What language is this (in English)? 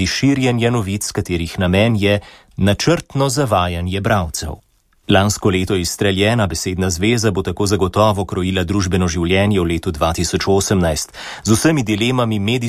Slovenian